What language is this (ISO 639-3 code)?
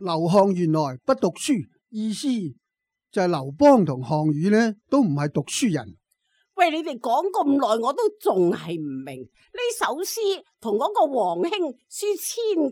yue